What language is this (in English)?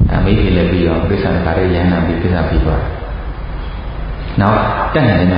Burmese